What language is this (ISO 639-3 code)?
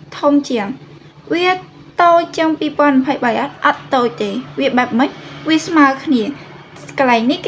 khm